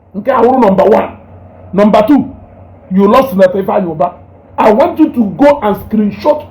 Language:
Igbo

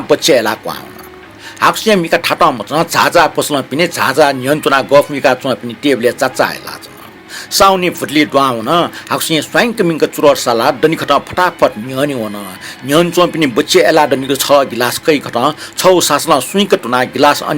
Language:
Newari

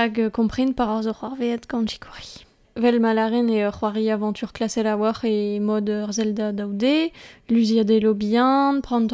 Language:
Breton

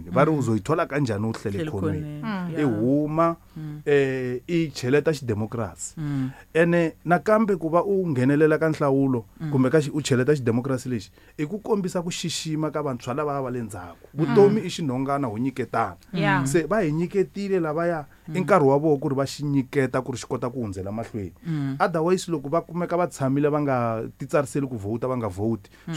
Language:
Tsonga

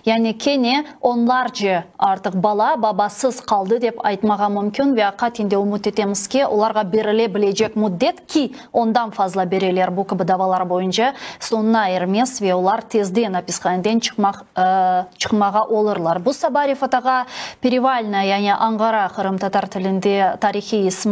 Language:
Crimean Tatar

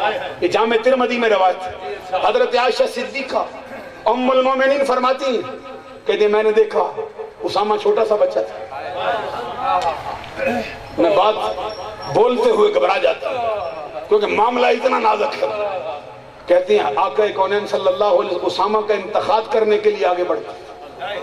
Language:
Urdu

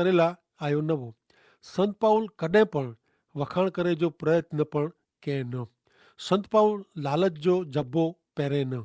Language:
Kachhi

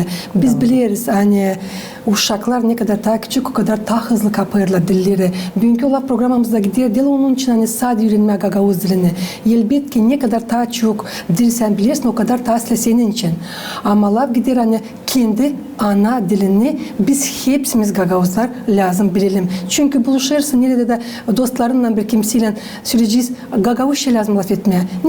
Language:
Gagauz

